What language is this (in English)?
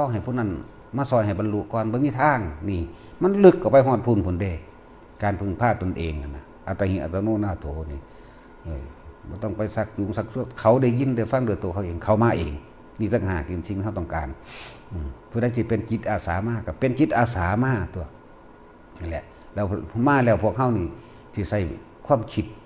Northeastern Thai